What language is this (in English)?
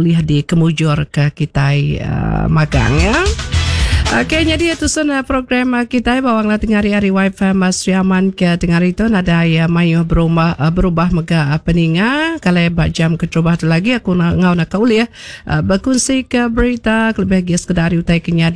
Iban